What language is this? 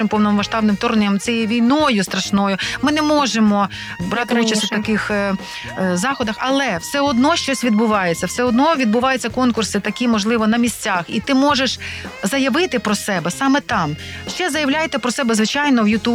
Ukrainian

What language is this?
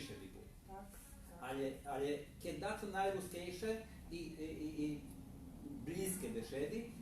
Rusyn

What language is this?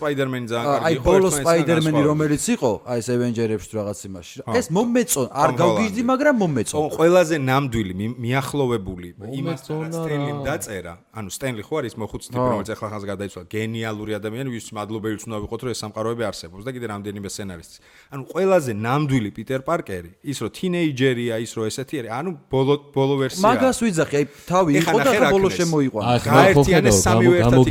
Georgian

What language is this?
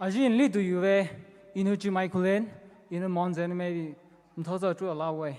Poumei Naga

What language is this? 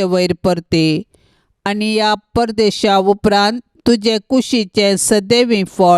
Konkani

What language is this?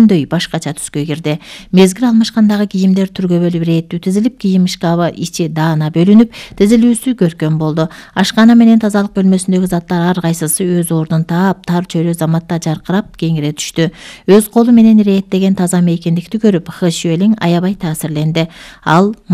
Kyrgyz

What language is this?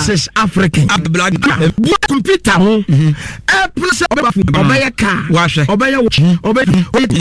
Akan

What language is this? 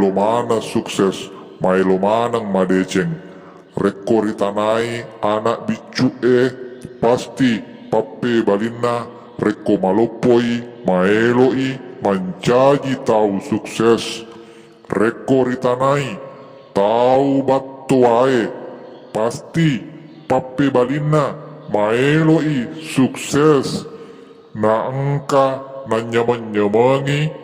Buginese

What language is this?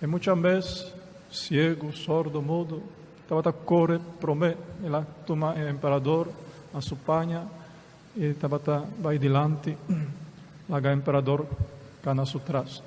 Papiamento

